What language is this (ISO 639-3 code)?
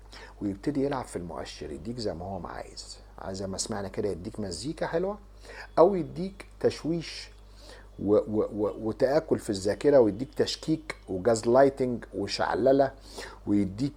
arz